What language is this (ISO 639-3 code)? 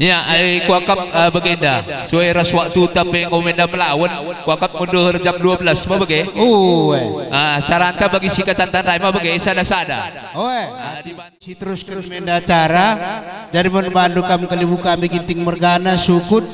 btx